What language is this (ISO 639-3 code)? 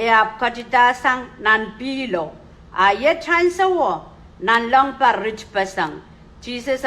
pon